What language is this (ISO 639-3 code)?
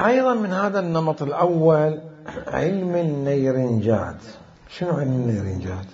acm